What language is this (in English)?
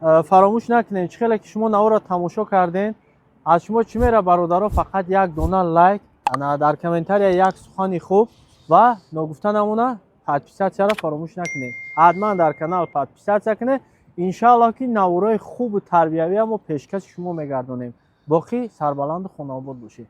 Tajik